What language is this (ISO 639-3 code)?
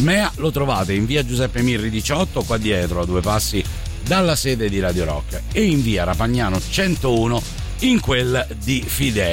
ita